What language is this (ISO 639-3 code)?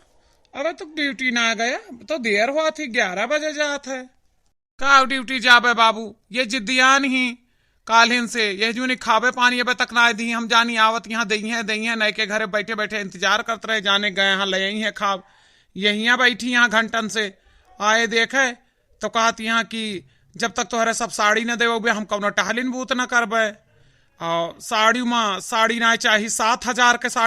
awa